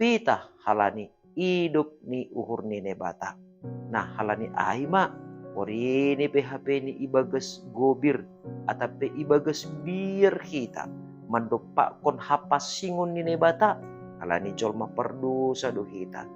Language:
Batak Simalungun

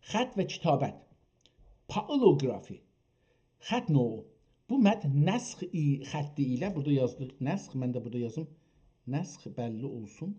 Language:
South Azerbaijani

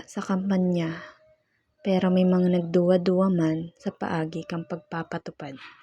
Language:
Bikol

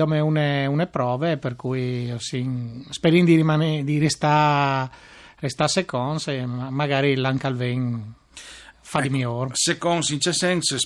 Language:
Friulian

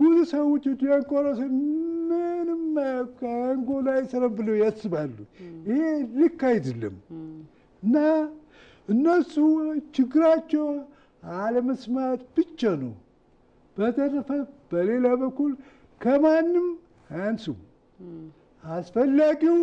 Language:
Amharic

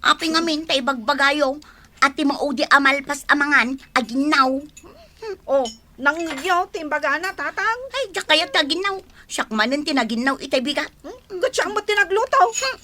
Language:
Iloko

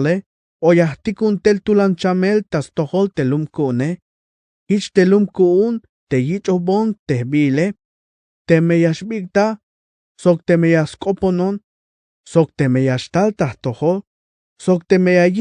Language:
Tzeltal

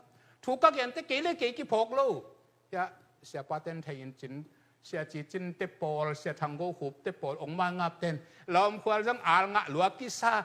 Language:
Tedim Chin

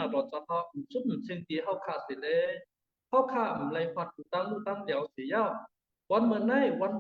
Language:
Shan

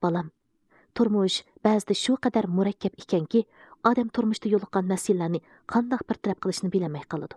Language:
Uyghur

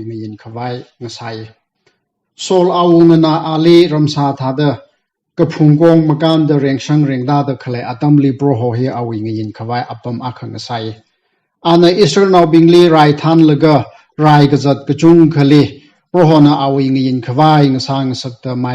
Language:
Tangkhul Naga (India)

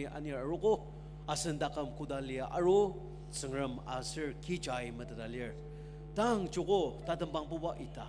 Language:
Ao Naga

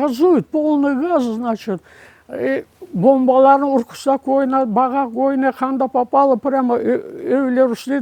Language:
Crimean Tatar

